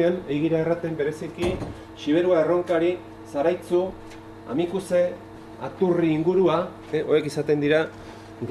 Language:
Basque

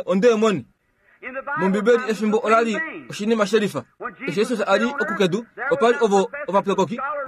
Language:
Kuanyama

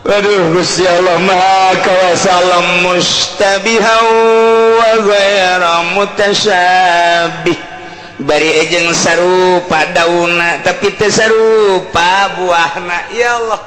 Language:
Sundanese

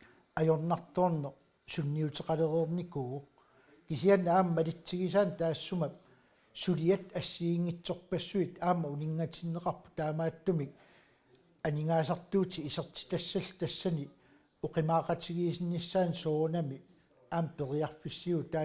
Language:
Kalaallisut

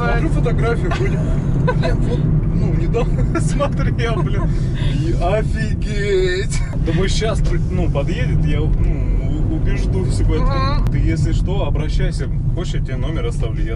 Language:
Russian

